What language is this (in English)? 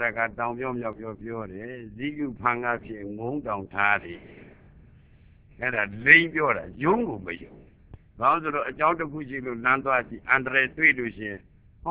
Burmese